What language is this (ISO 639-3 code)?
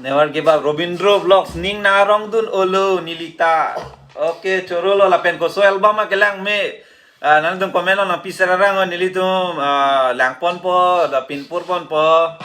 mjw